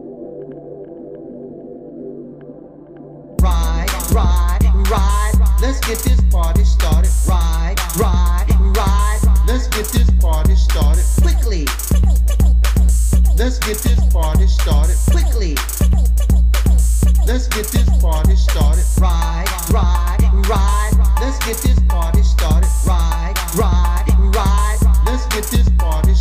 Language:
English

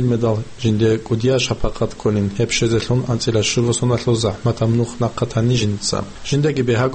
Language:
Avaric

